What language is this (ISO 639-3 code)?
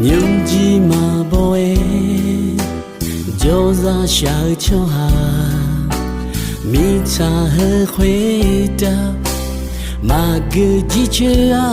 ahk